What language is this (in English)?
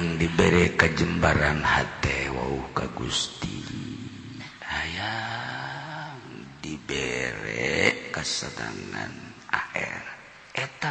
Sundanese